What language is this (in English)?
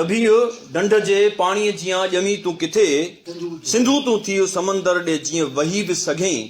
Sindhi